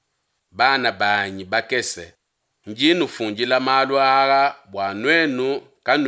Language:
Luba-Lulua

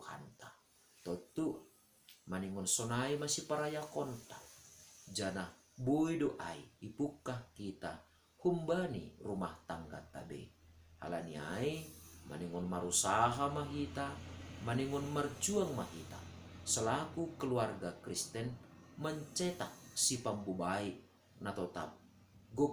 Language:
Batak Simalungun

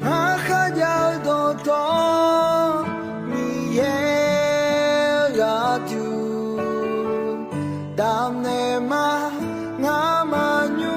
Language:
Akha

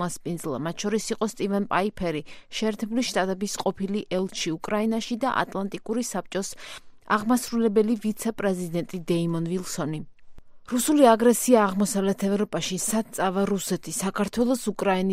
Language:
Georgian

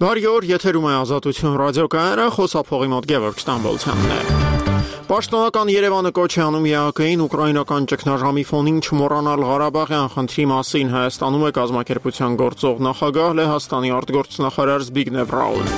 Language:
Armenian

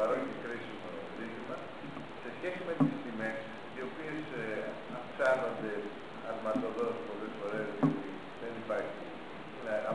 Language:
Greek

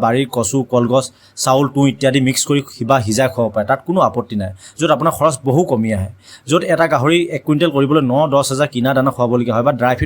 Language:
Assamese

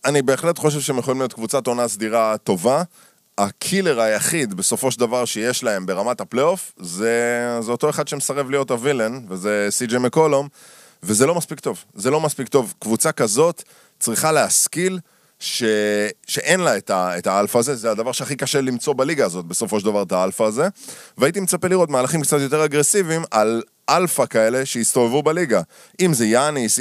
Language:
Hebrew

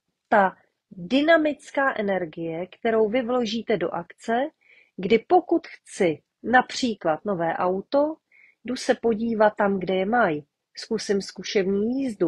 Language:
Czech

